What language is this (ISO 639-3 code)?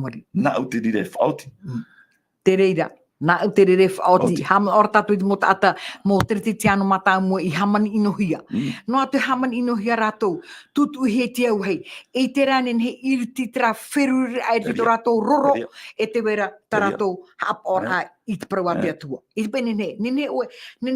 tah